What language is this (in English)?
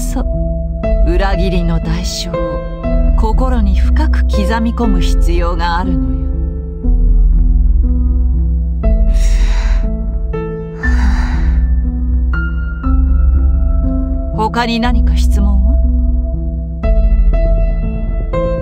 Japanese